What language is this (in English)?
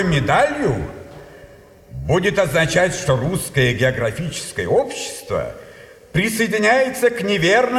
Russian